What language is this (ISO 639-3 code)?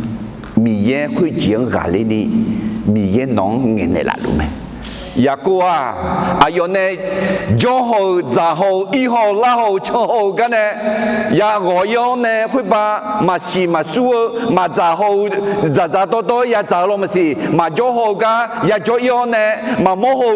ahk